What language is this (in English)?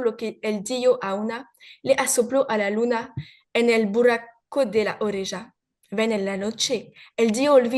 Ladino